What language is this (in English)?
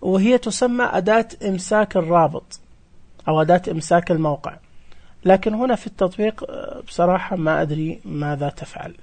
Najdi Arabic